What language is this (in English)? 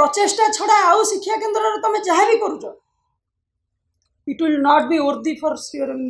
Odia